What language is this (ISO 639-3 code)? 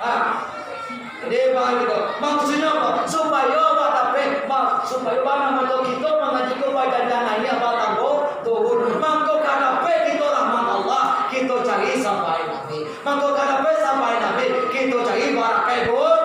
min